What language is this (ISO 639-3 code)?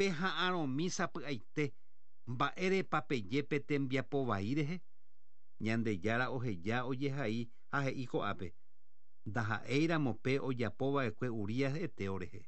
grn